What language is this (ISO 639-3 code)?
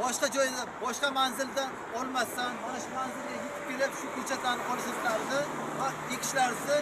uzb